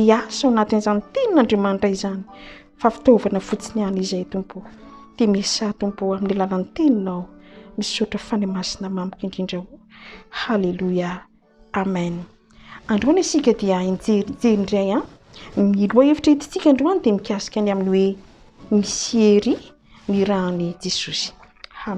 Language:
Malagasy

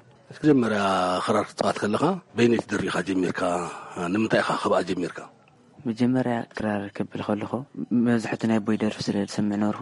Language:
Tigrinya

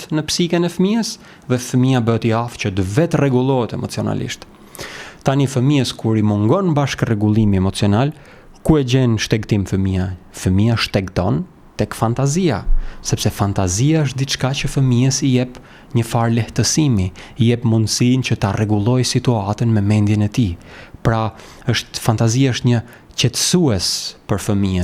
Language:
Albanian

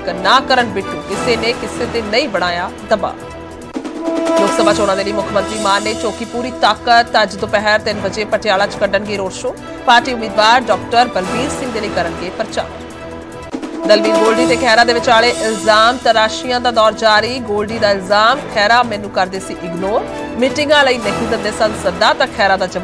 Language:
Punjabi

